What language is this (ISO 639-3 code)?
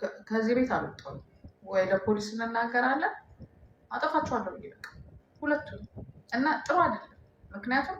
amh